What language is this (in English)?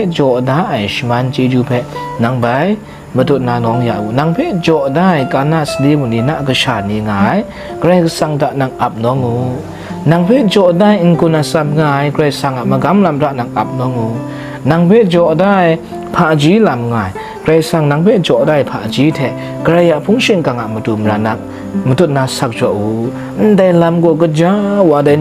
Kachin